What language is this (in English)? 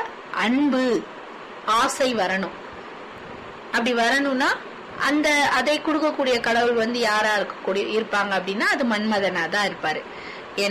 Tamil